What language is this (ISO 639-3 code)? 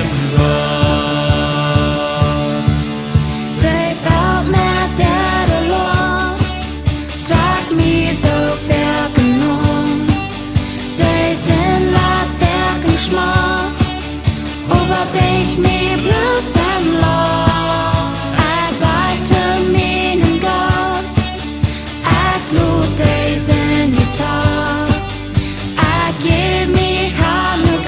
pdt